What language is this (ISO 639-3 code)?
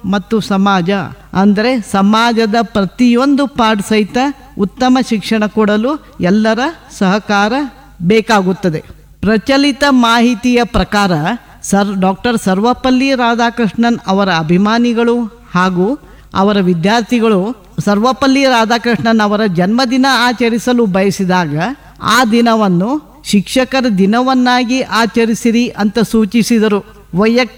kan